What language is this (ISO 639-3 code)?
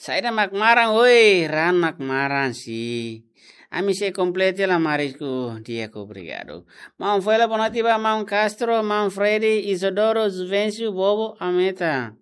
tet